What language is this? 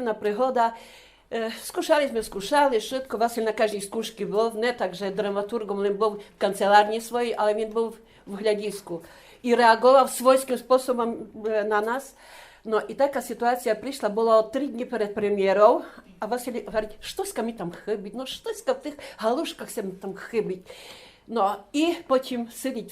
Rusyn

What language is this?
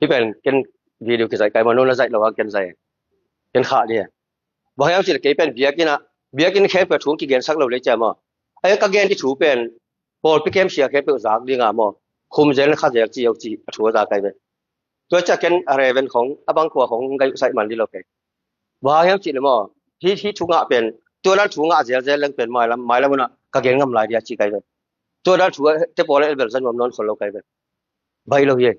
Tedim Chin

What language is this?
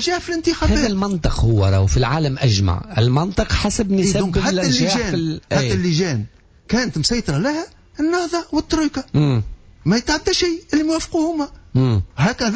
Tunisian Arabic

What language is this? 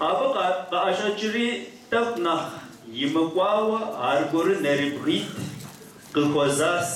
Kabardian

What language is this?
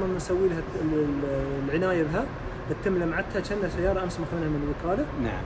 Gulf Arabic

